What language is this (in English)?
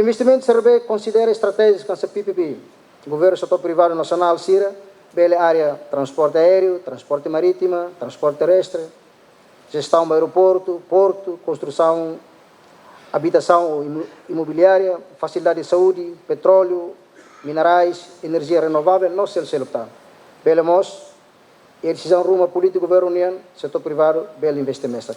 Tetum